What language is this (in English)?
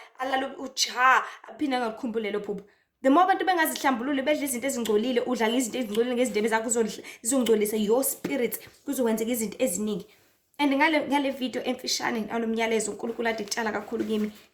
Zulu